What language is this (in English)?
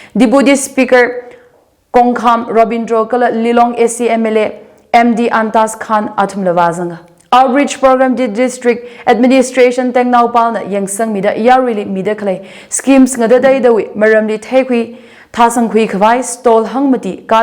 Tangkhul Naga (India)